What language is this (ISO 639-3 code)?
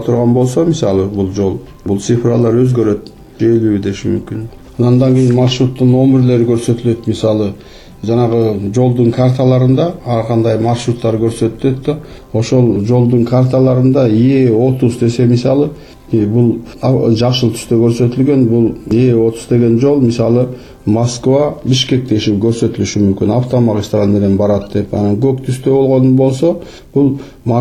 kir